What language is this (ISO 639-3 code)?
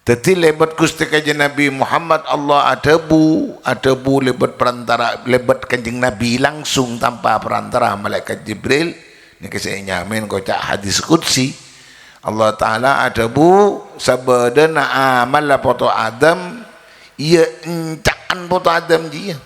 mad